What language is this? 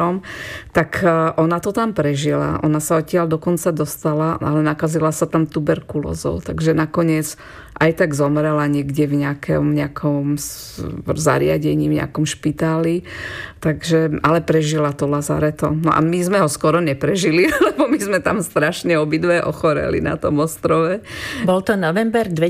Slovak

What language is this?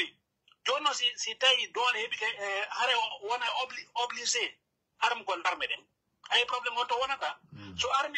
Pular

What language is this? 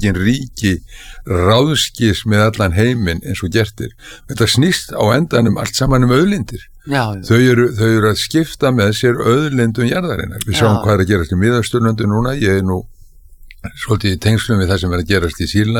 Icelandic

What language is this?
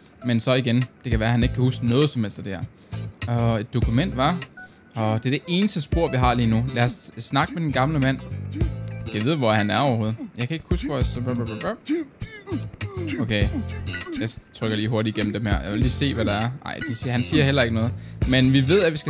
Danish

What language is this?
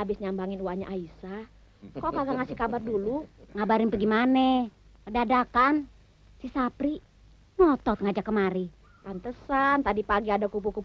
Betawi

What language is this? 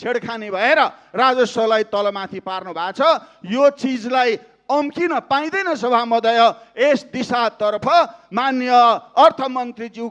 Nepali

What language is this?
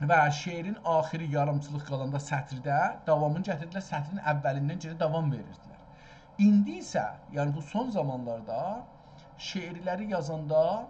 South Azerbaijani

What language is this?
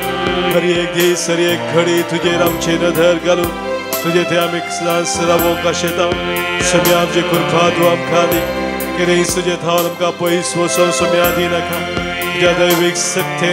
Konkani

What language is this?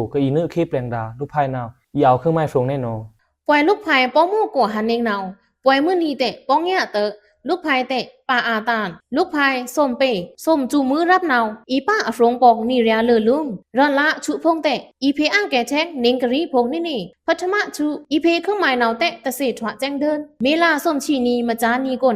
Pa'o Karen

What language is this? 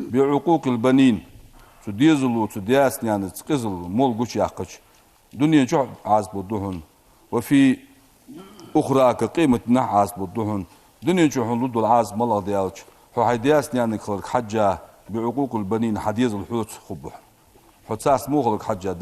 Ingush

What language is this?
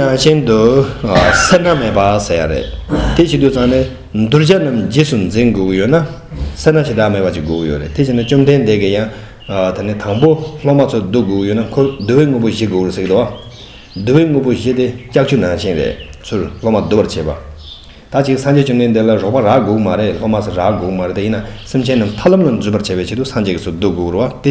Tibetan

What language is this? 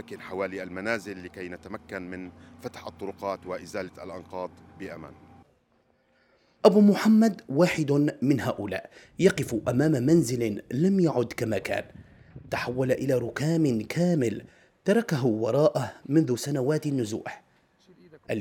Arabic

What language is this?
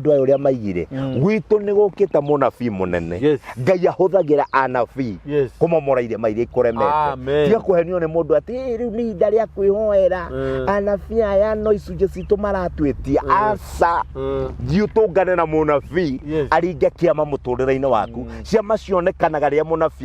Kikuyu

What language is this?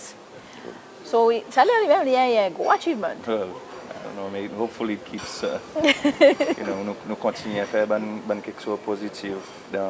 Seselwa Creole French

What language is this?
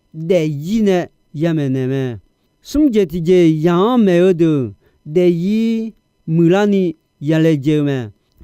Akha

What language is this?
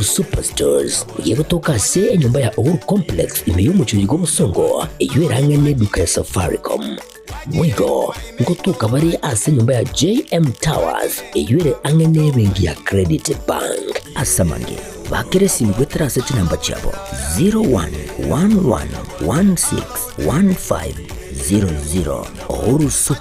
Gusii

